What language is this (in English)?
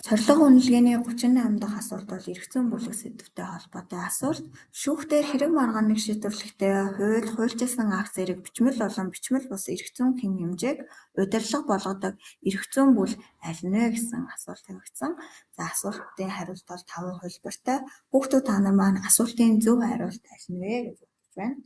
Mongolian